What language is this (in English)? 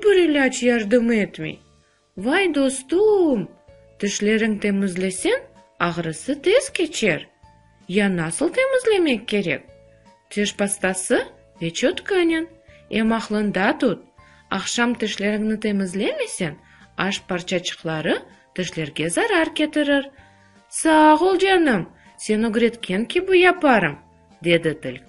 Crimean Tatar